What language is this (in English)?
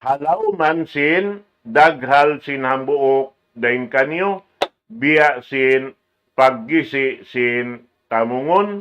Tausug